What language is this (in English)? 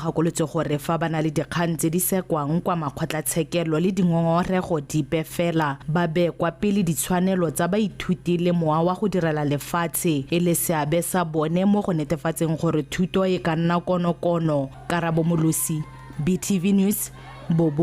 Tswana